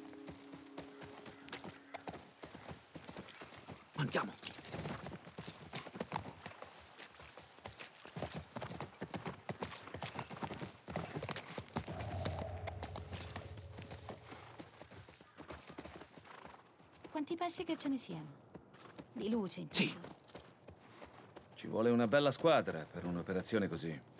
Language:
Italian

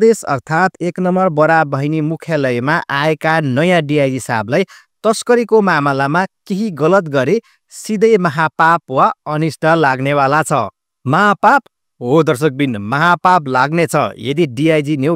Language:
Nepali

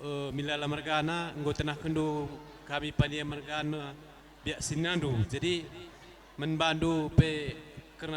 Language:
Batak Karo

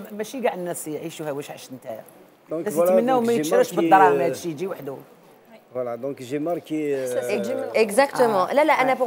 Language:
Algerian Arabic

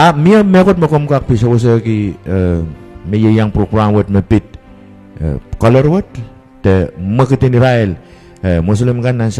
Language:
Pohnpeian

